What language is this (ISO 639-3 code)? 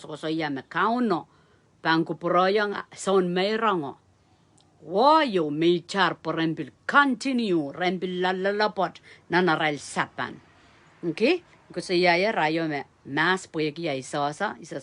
pon